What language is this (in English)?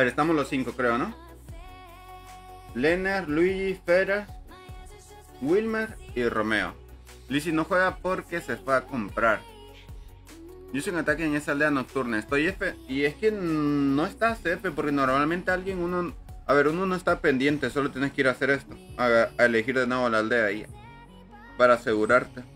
Spanish